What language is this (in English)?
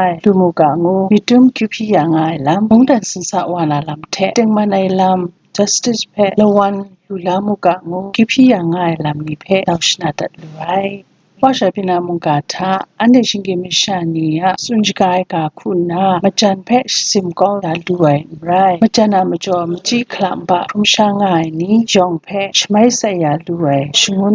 Kachin